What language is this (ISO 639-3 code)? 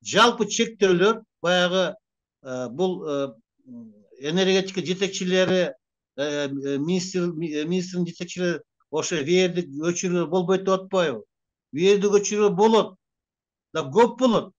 kir